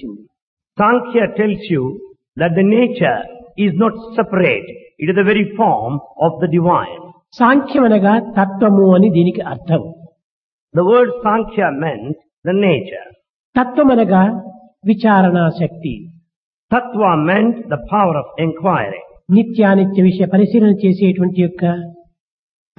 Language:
Telugu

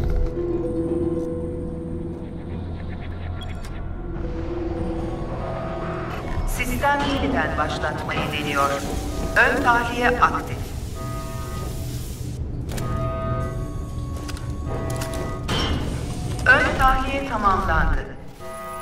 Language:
Turkish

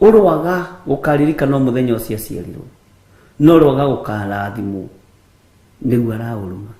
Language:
Kikuyu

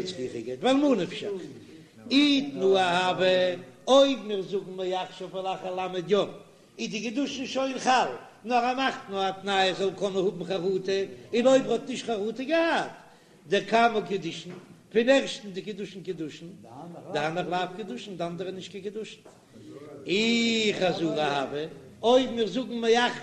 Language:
Yiddish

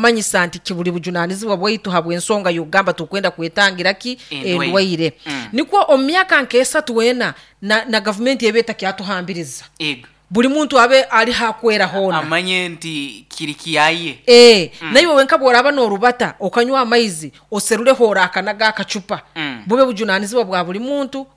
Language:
Nyoro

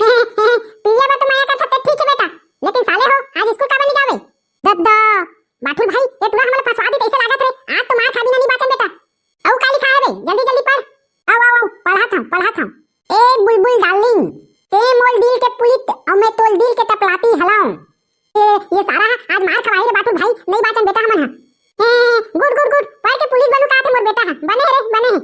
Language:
Chhattisgarhi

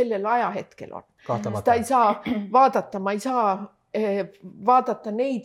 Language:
Estonian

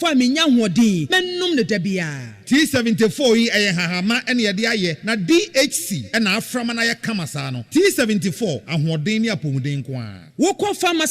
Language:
Akan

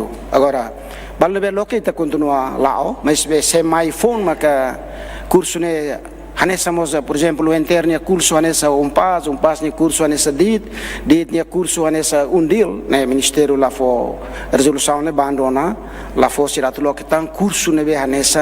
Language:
Tetum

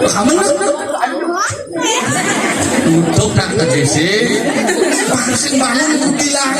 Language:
Balinese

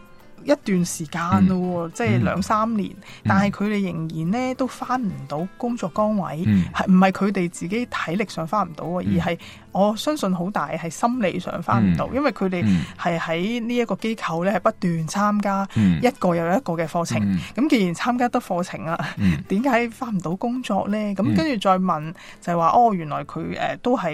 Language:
Cantonese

